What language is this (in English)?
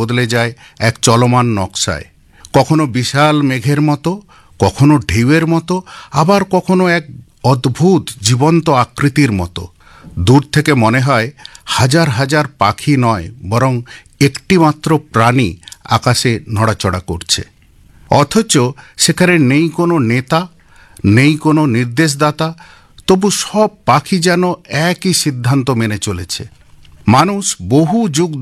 Bangla